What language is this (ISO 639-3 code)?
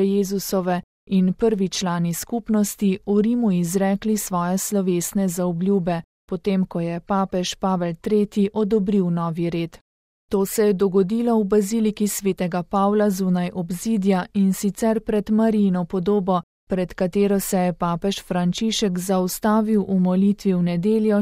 slv